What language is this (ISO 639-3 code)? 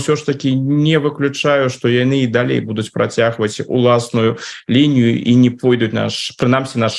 bel